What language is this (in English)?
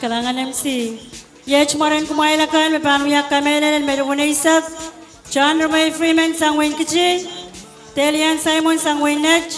Pohnpeian